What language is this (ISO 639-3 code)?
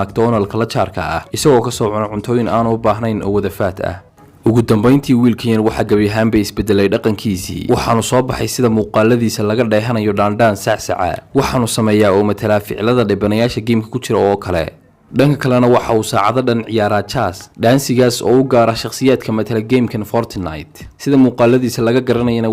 som